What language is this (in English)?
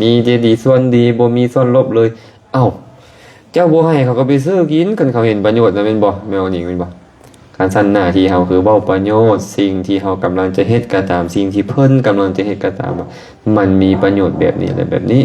Lao